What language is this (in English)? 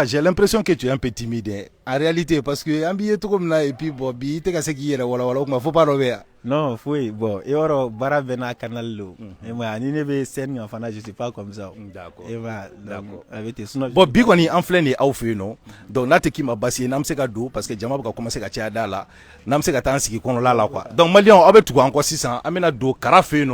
Bambara